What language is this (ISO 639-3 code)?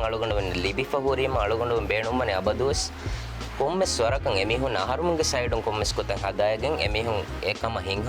div